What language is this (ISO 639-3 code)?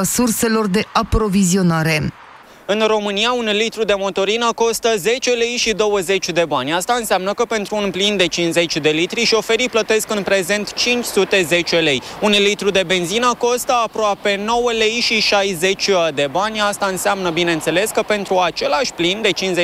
ron